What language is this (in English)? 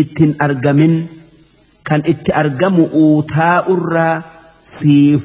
Oromo